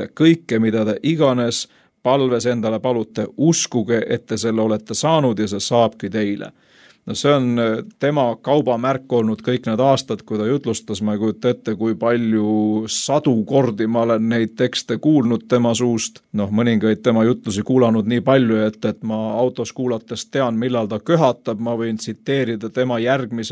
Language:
Estonian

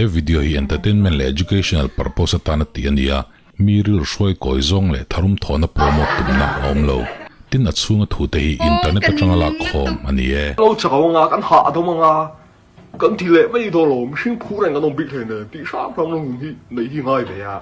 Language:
Mizo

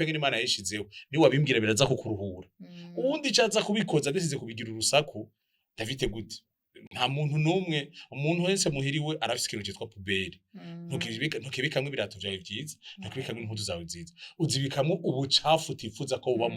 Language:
Rundi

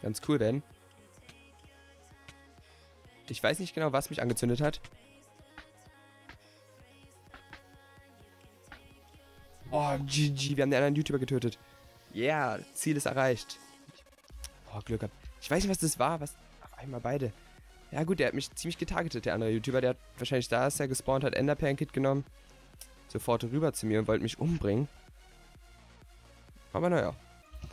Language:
German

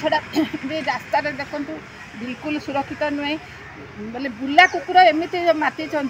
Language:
Odia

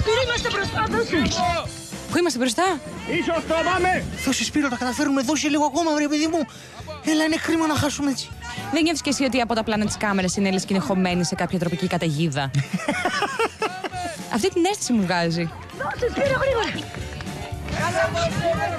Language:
Greek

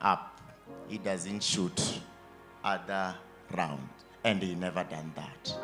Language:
Venda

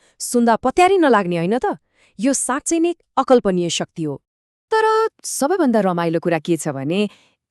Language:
Nepali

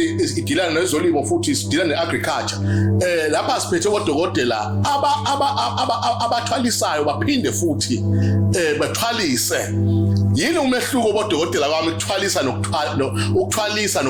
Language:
Zulu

